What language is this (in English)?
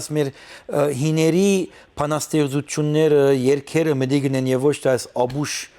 Western Armenian